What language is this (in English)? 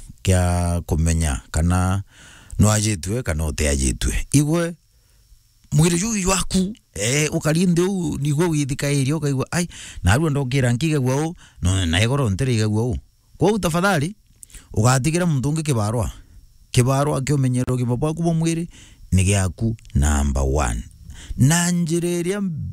Meru